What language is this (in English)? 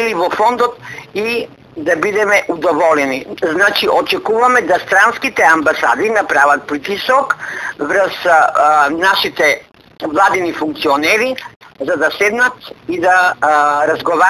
Macedonian